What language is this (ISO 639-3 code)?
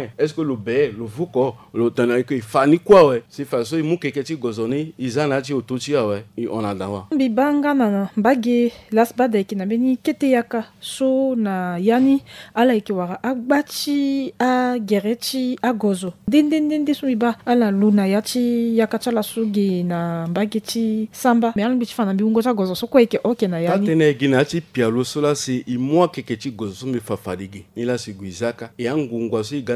sag